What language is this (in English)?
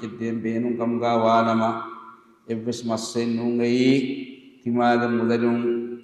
Divehi